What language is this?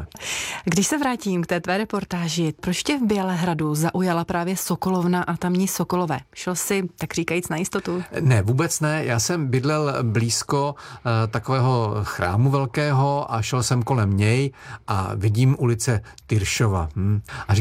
Czech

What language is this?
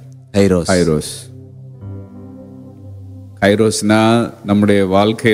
Tamil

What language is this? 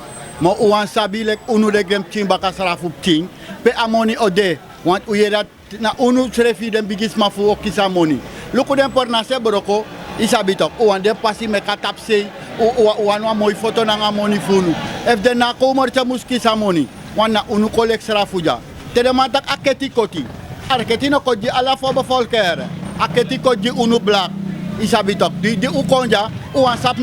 Sranan Tongo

